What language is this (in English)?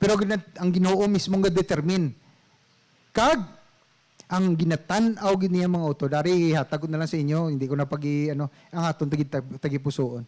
Hiligaynon